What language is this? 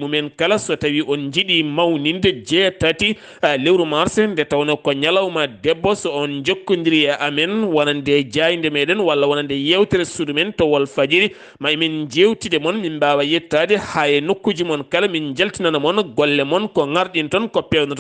Fula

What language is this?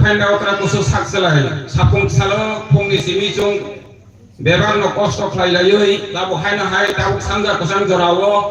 Kok Borok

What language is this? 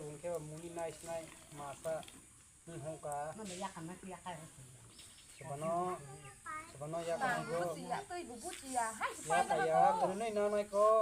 Kok Borok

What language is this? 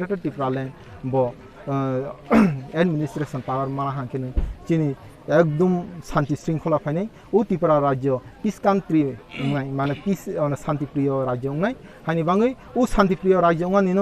Kok Borok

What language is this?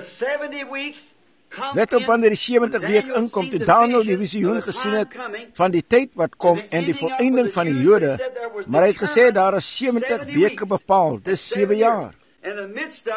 Afrikaans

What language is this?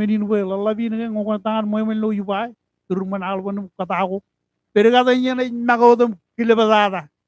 Marshallese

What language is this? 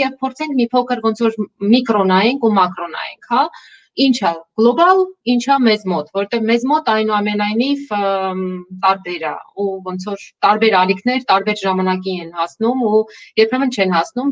Armenian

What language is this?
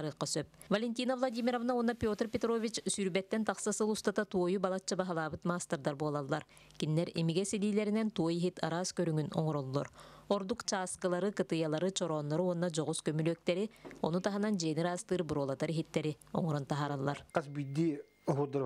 Yakut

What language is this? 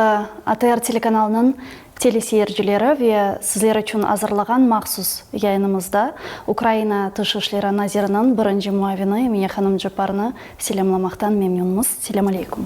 Crimean Tatar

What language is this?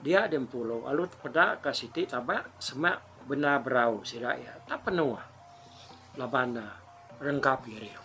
Iban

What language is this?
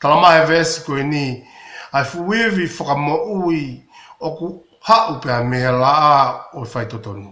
Tongan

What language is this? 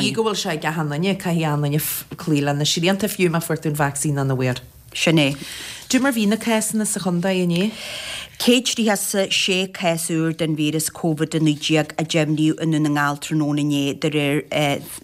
Irish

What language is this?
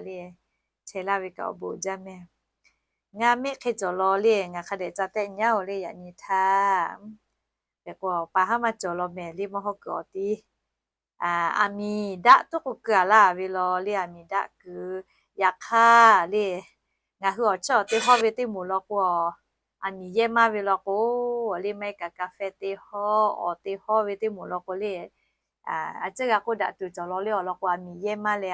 Lahu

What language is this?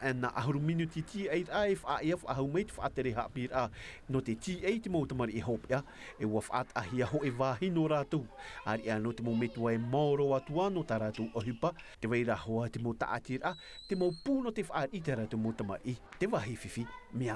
Tahitian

